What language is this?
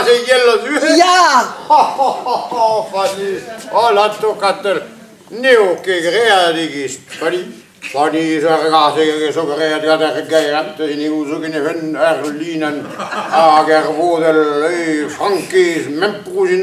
Breton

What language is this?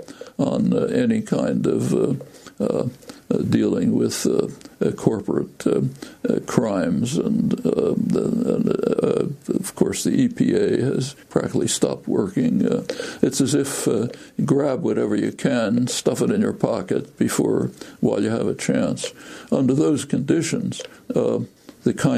English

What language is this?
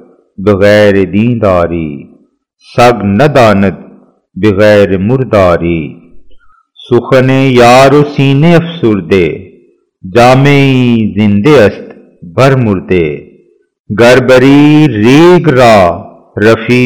Urdu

